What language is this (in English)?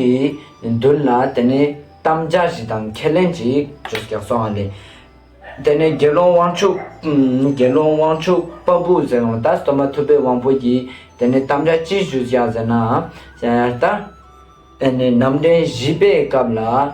Ladakhi